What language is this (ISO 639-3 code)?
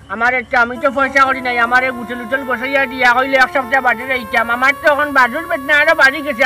syl